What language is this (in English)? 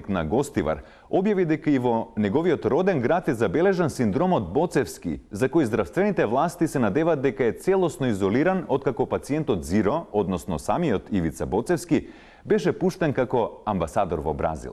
Macedonian